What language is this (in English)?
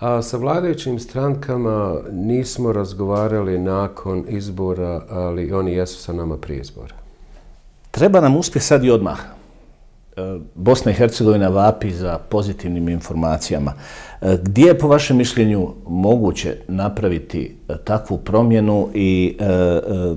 Bosnian